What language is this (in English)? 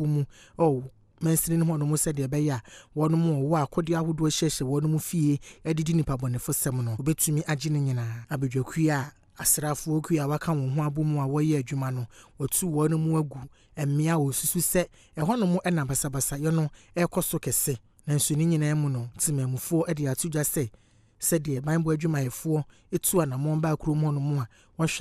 Akan